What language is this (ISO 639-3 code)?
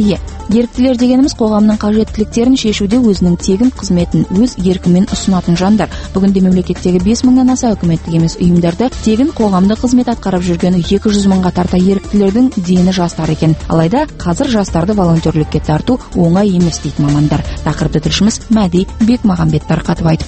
kaz